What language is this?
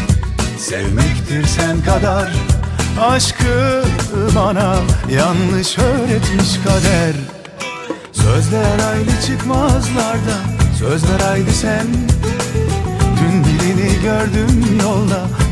Turkish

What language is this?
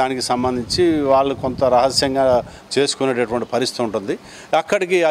Telugu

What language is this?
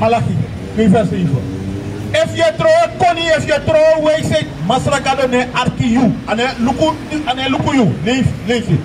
Sranan Tongo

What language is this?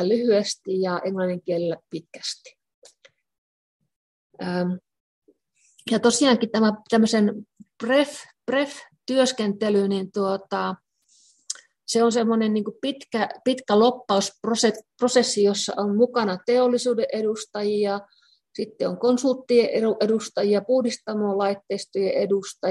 Finnish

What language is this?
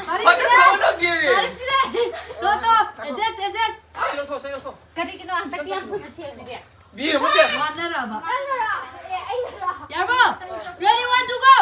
Manipuri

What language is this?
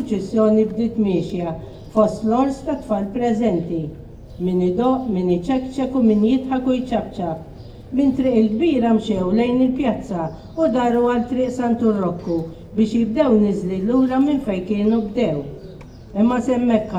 Maltese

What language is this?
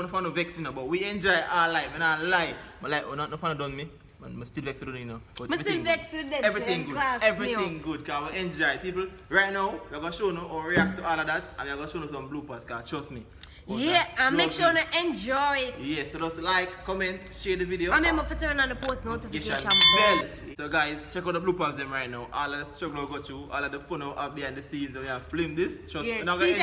Jamaican Creole English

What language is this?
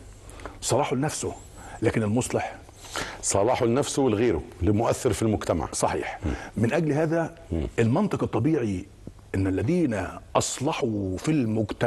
Egyptian Arabic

